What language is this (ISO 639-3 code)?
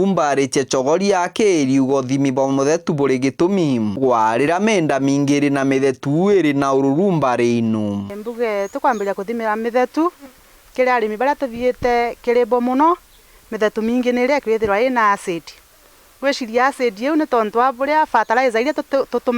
mer